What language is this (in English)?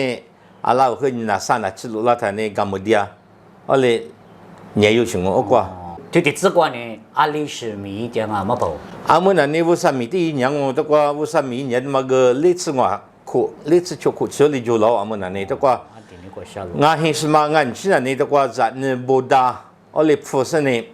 Lisu